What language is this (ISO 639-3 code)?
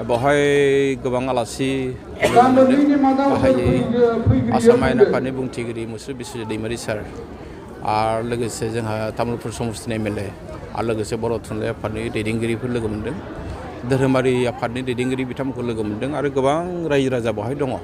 brx